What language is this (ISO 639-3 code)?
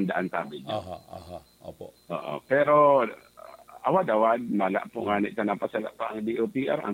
bik